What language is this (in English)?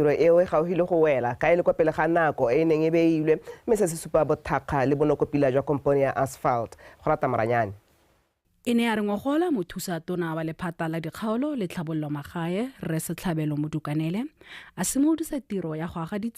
Tswana